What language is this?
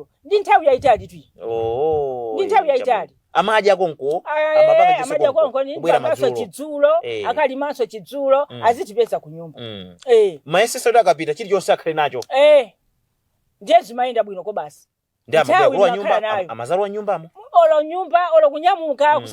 Nyanja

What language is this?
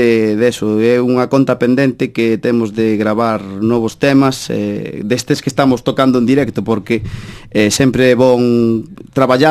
Galician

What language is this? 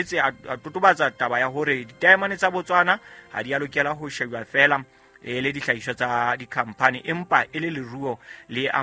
Southern Sotho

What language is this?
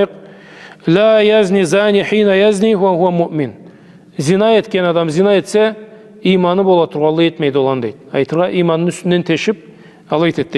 Karachay-Balkar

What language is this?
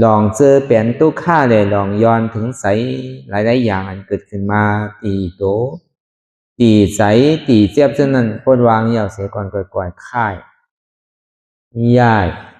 Shan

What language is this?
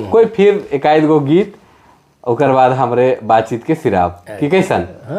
Sadri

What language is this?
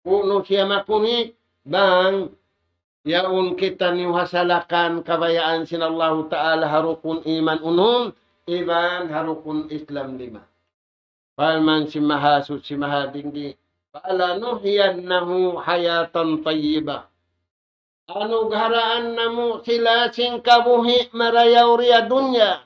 Tausug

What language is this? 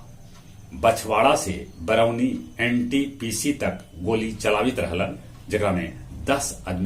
Magahi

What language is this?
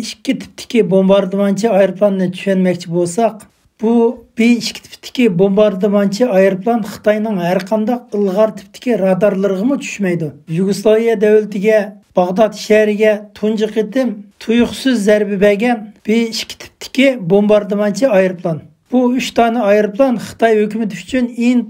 Uyghur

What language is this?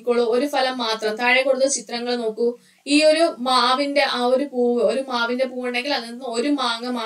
Malayalam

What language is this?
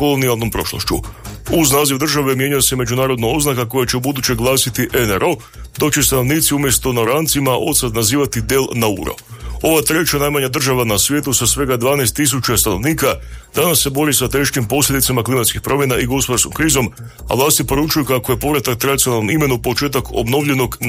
Croatian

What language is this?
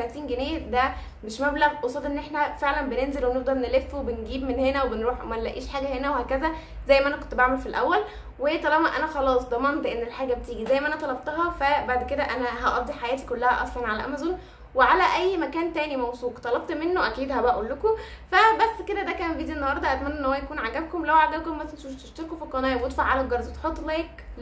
Egyptian Arabic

